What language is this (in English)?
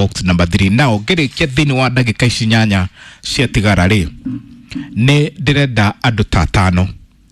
Kikuyu